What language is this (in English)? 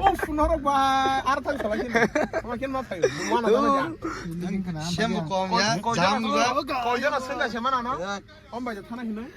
Kok Borok